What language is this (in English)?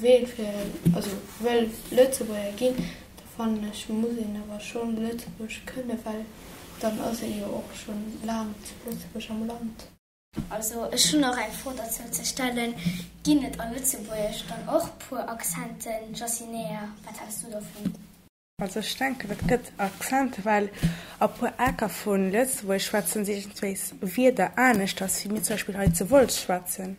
Luxembourgish